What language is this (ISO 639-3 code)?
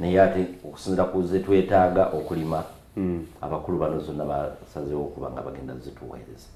xog